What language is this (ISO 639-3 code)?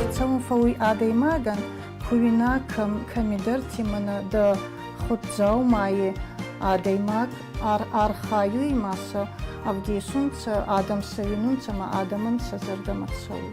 oss